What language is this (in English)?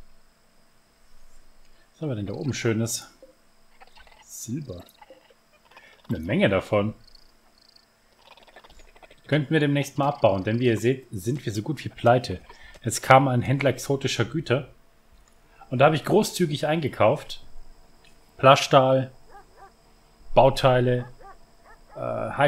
German